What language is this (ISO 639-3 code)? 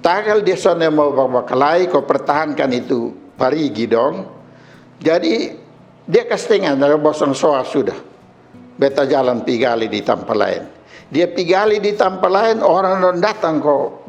mkn